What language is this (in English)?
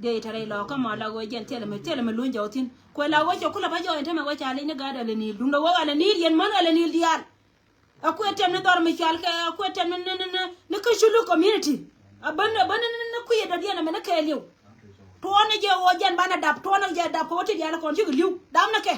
Nuer